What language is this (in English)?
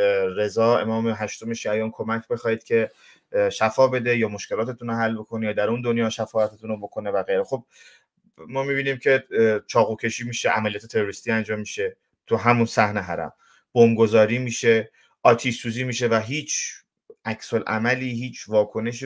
Persian